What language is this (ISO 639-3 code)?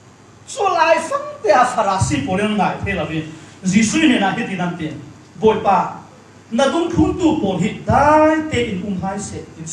cfm